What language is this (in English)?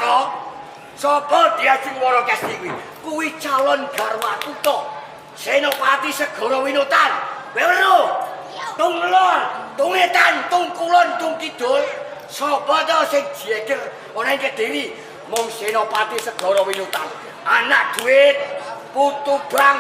Javanese